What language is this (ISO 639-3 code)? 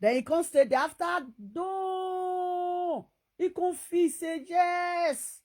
pcm